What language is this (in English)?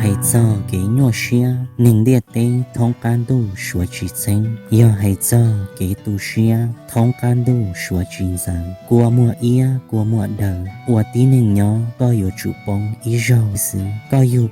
Hmong